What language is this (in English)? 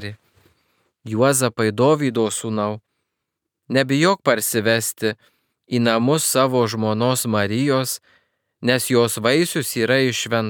Lithuanian